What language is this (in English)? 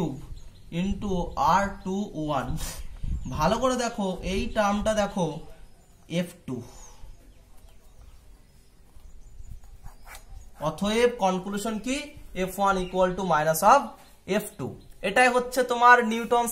Bangla